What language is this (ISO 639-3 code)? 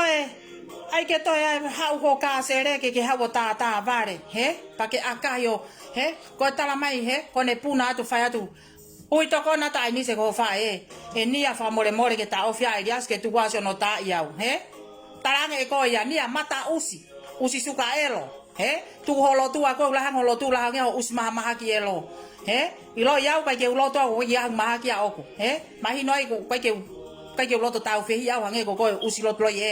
ton